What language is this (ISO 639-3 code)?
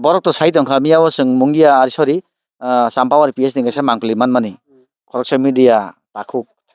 trp